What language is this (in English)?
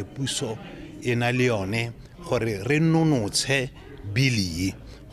Tswana